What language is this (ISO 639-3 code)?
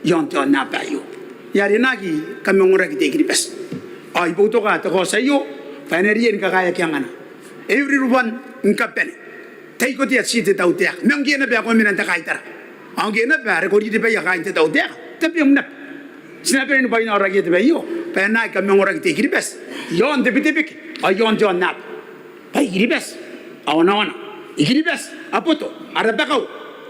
gil